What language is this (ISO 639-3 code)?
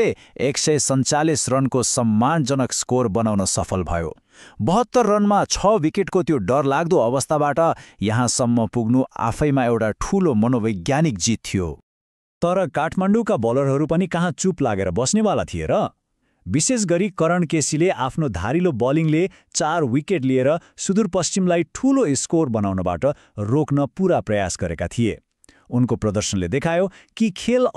nep